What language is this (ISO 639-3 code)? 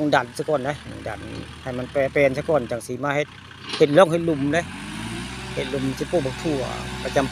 tts